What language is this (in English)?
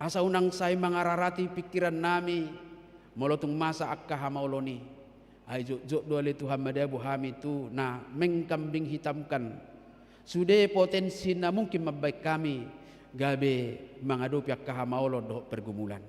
Batak Toba